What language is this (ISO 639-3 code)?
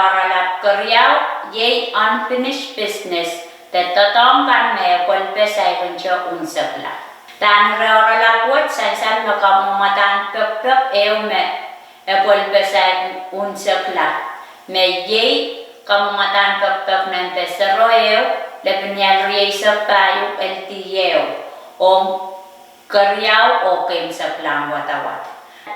pon